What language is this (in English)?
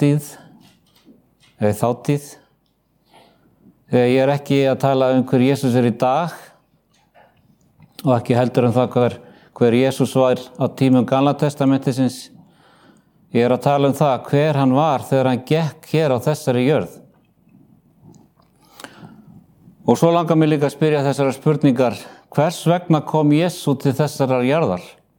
Icelandic